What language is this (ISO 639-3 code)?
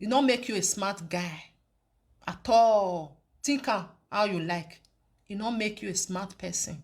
pcm